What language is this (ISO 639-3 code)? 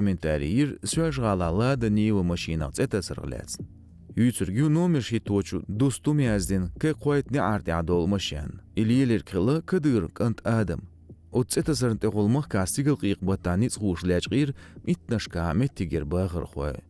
che